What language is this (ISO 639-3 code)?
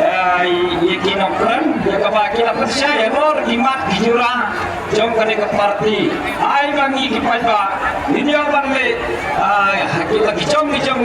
kha